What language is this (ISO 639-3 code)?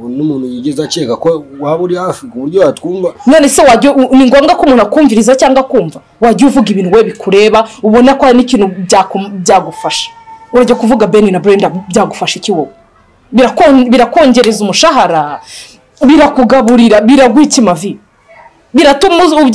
kin